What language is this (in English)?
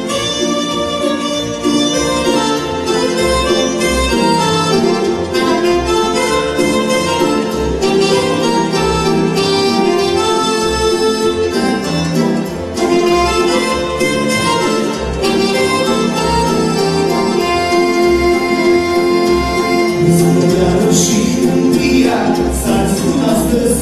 Romanian